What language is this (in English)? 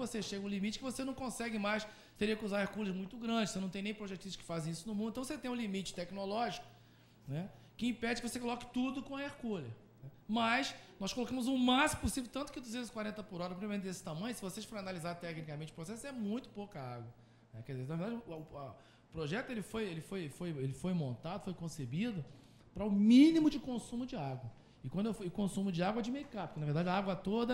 Portuguese